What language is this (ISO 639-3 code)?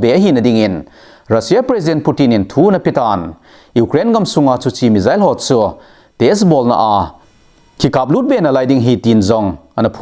tcz